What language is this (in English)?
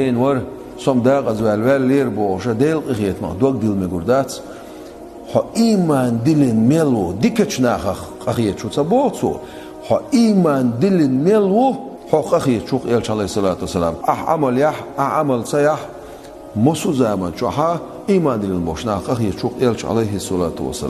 Chechen